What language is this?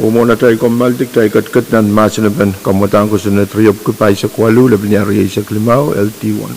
Pohnpeian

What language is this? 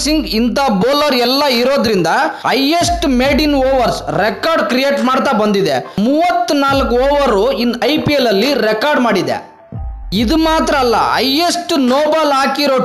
Kannada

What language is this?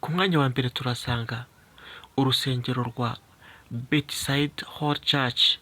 Kinyarwanda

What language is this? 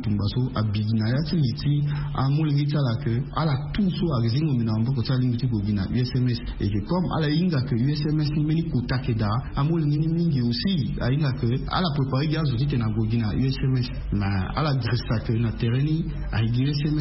Sango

